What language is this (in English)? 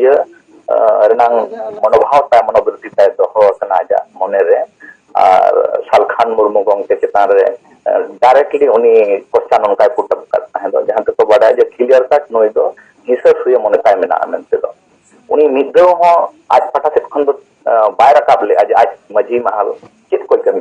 Santali